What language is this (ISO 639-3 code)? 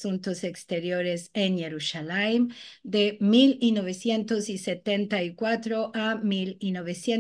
lad